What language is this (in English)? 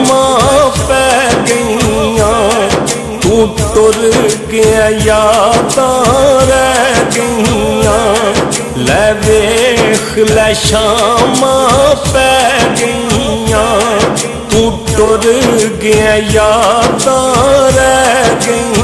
Pahari-Potwari